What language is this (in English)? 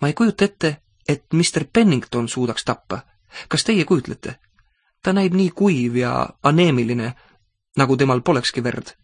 Estonian